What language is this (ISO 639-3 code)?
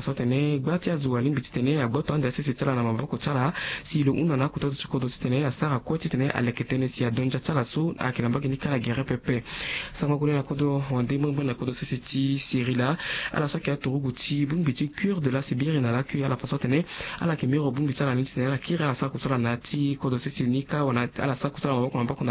sag